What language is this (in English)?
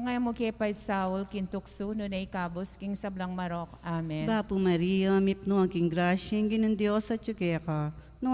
Pampanga